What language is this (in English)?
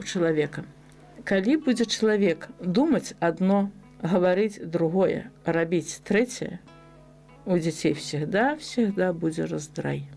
Belarusian